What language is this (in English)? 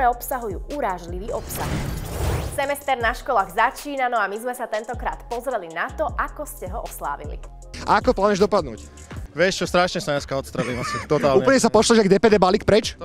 Slovak